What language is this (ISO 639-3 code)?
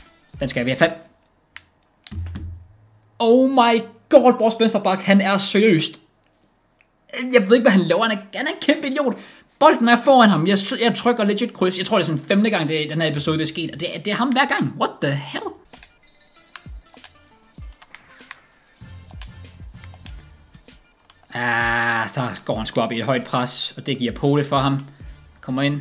dan